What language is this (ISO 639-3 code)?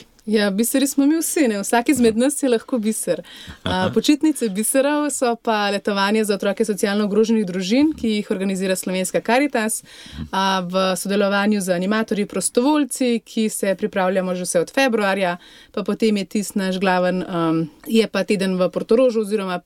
slv